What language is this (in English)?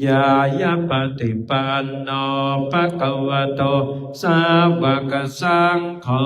Pali